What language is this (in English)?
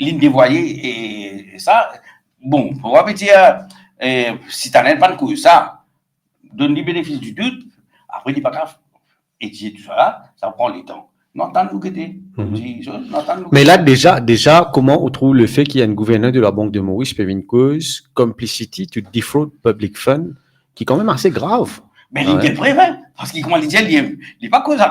Morisyen